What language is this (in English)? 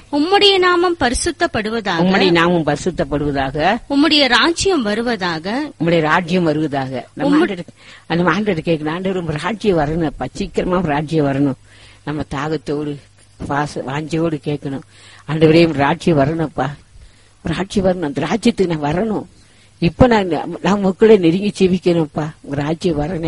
Tamil